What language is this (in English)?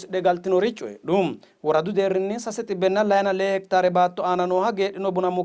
Sidamo